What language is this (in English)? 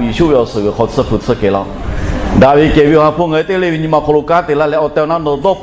Lahu